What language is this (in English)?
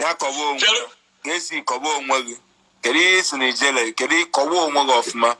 Igbo